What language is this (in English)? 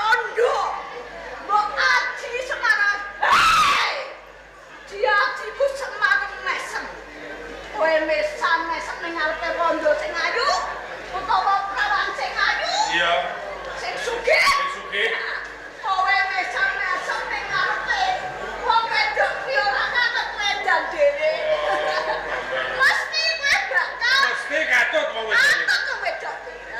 Javanese